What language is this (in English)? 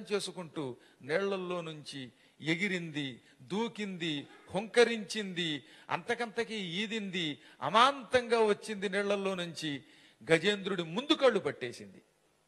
Telugu